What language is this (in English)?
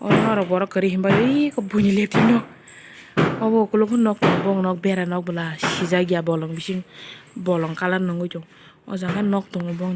Kok Borok